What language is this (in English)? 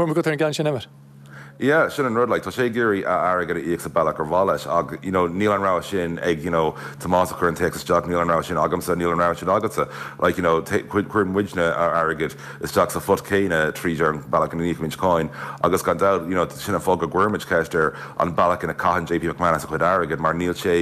Irish